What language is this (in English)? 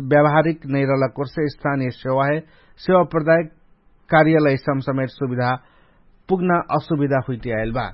Dangaura Tharu